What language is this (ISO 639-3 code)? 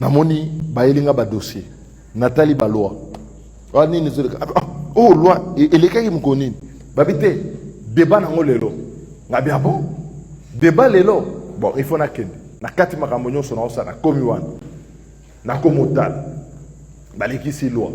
lin